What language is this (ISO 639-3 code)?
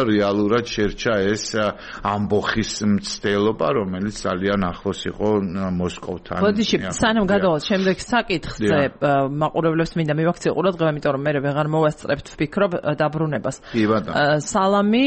kat